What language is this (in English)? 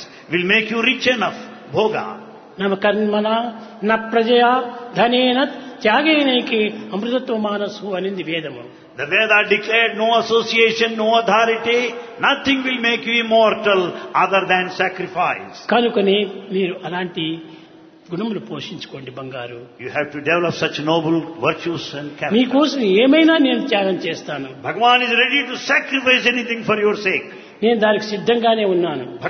Telugu